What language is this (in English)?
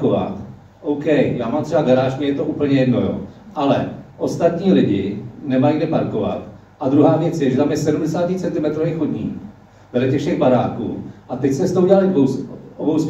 Czech